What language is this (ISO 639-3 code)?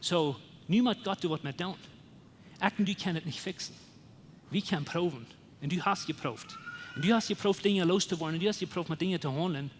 pdt